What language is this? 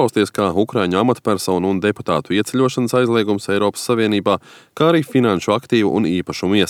Latvian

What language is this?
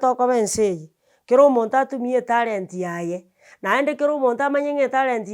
Gusii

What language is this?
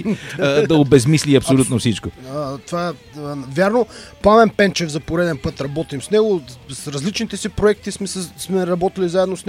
Bulgarian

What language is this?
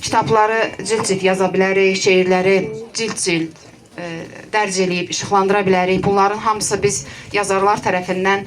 Azerbaijani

